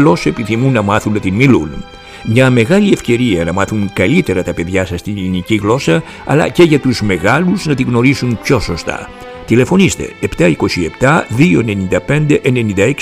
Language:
Greek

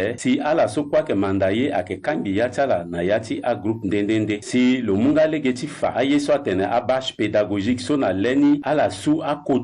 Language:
Sango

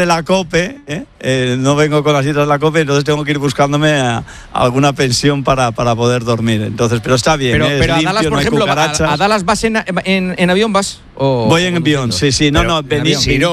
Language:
Spanish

